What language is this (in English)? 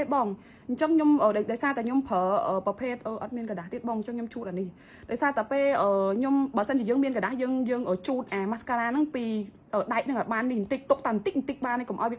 Khmer